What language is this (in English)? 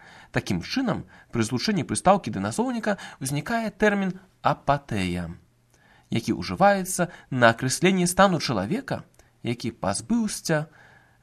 Belarusian